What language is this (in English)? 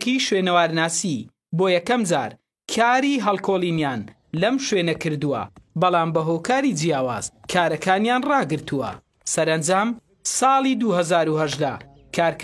Central Kurdish